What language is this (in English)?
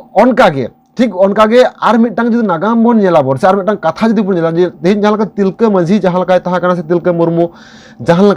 Santali